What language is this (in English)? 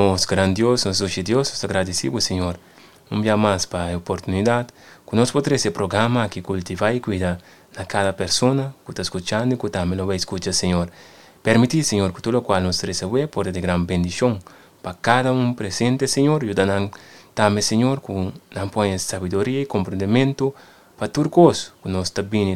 Papiamento